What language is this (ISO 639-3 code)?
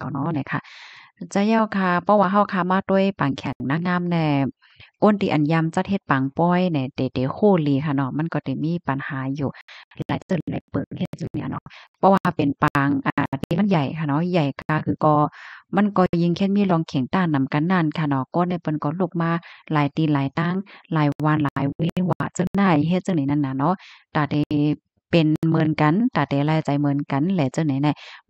shn